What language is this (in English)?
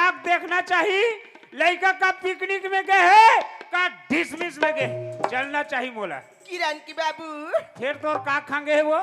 Chhattisgarhi